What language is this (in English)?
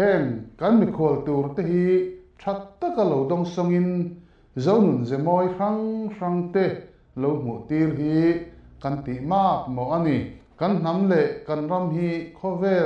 Mizo